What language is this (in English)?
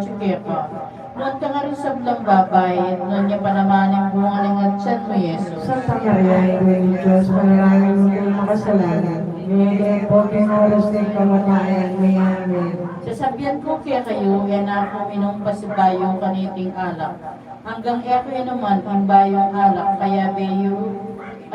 Pampanga